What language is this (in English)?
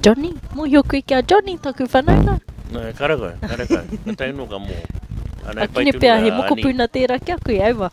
Māori